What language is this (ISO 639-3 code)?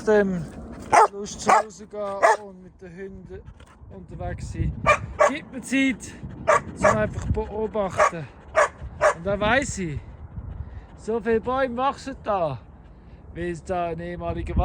gsw